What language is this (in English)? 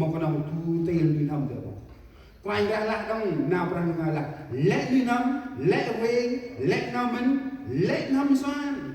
Central Mnong